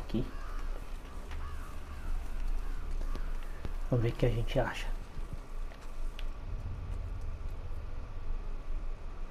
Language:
Portuguese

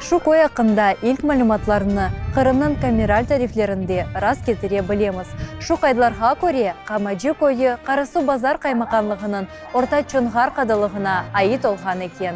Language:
Crimean Tatar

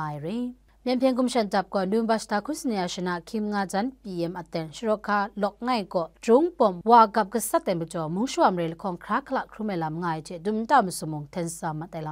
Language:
Kachin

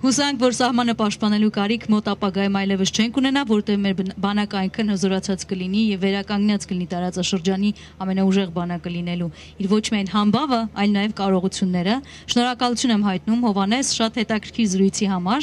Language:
Armenian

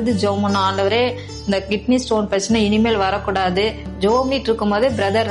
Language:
Tamil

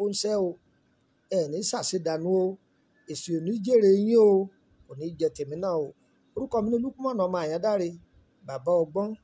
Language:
Yoruba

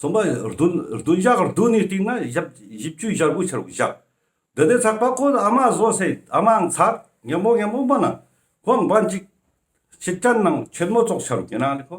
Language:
Ladakhi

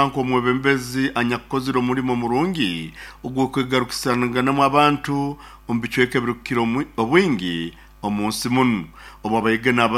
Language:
Nyoro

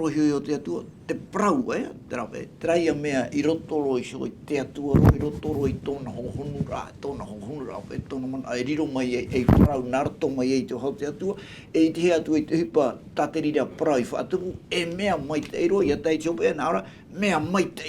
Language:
Tahitian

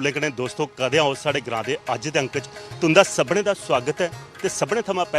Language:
Dogri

